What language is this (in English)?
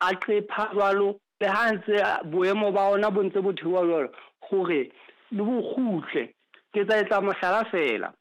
Southern Sotho